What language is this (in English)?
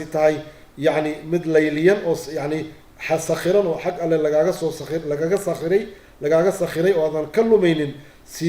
Somali